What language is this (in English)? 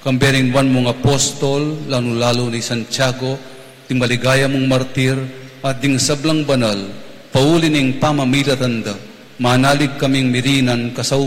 Pampanga